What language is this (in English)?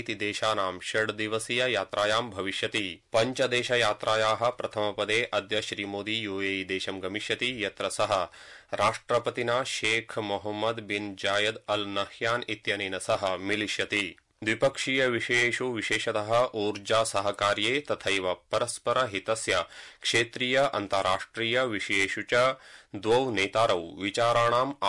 Sanskrit